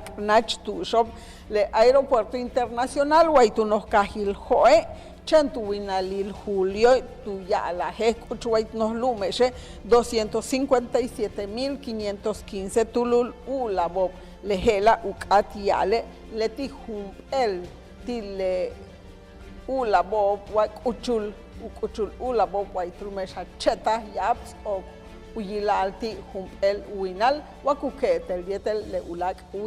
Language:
Yucateco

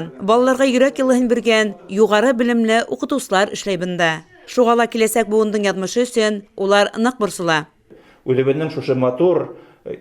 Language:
Bashkir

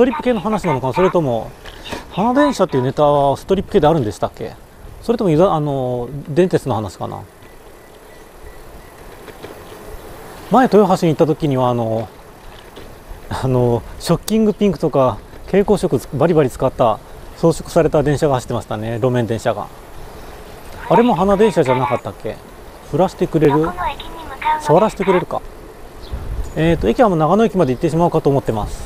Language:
Japanese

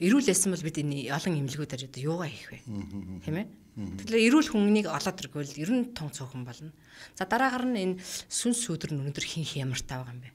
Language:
Mongolian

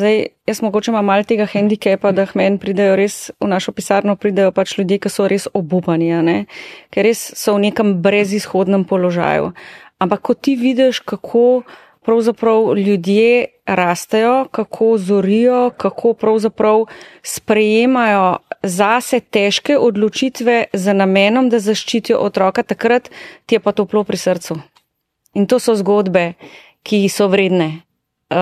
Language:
Slovenian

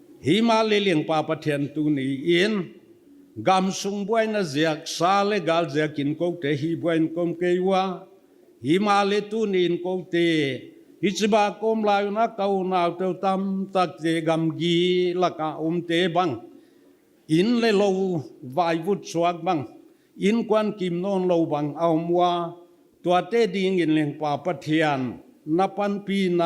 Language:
Paite Chin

